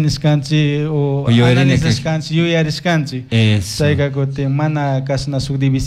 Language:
Chimborazo Highland Quichua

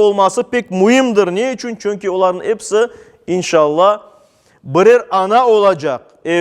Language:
Crimean Tatar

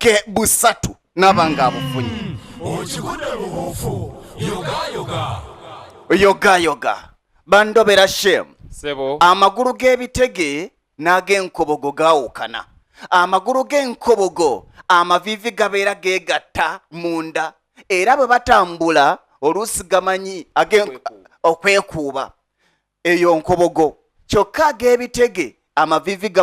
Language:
Ganda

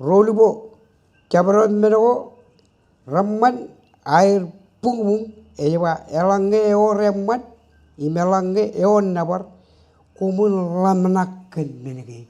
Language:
Marshallese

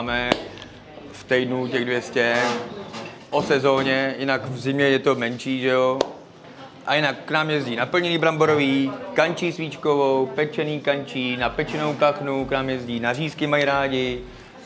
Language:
Czech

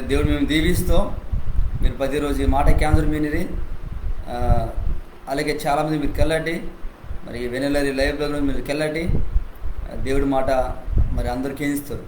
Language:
Koya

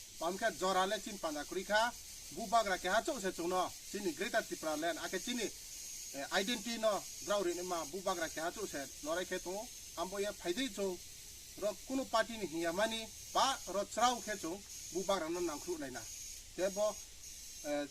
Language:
Kok Borok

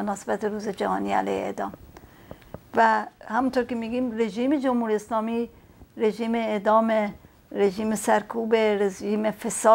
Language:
Persian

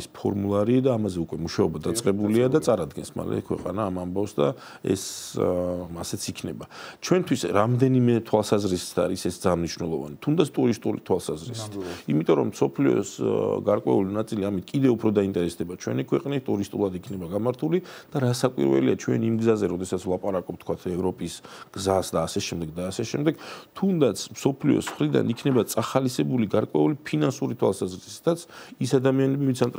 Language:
Georgian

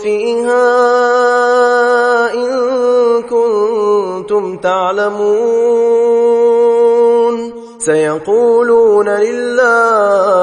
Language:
Arabic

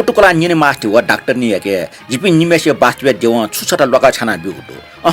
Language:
Newari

